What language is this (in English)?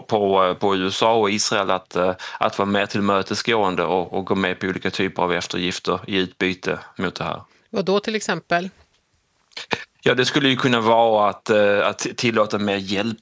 Swedish